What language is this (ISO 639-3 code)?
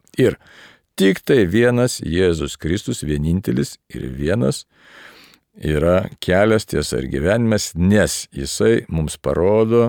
lit